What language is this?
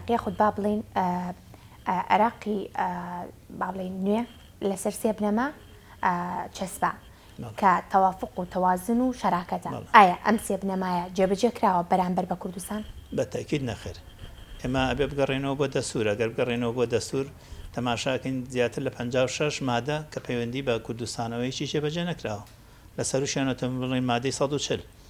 Central Kurdish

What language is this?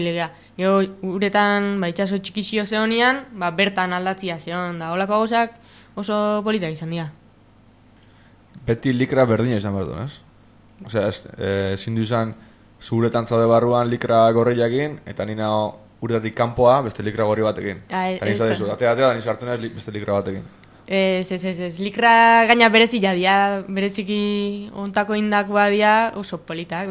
Basque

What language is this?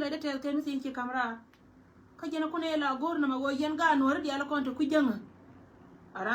Nuer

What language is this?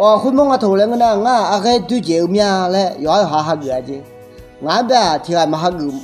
Akha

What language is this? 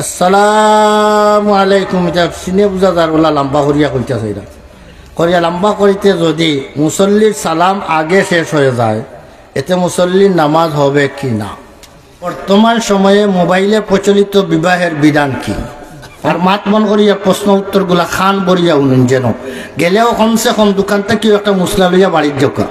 Sylheti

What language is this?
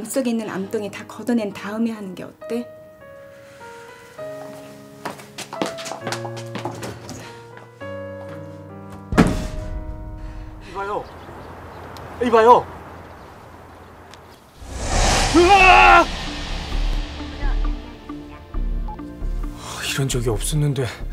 Korean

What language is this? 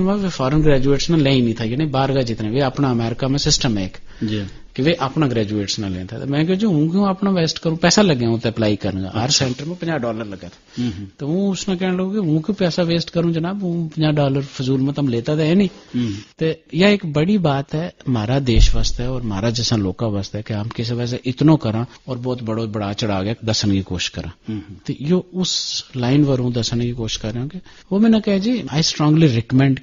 Gujari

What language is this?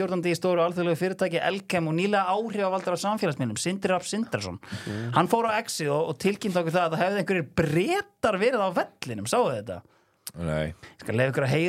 Icelandic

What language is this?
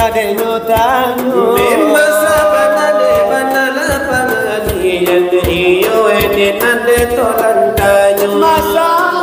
Minangkabau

